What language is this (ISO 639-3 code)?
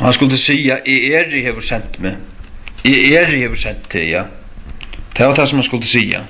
fao